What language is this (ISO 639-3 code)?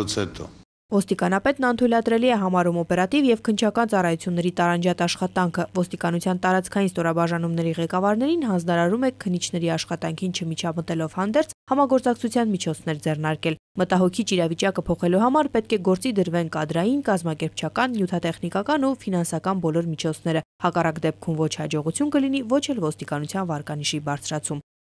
hye